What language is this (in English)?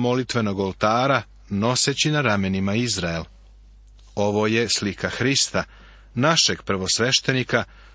Serbian